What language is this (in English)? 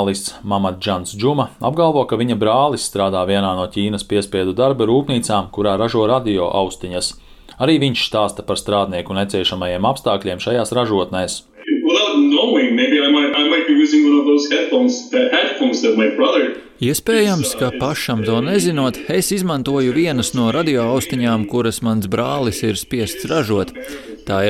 Latvian